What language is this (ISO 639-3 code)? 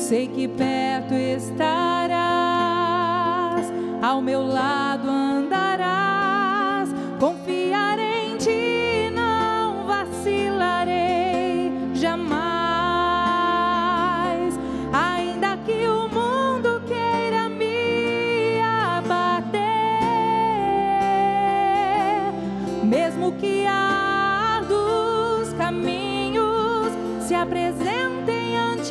por